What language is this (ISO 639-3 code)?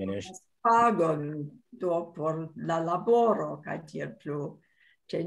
epo